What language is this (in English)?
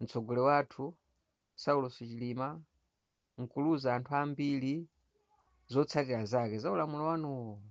Nyanja